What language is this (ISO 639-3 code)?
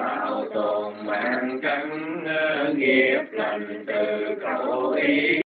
vie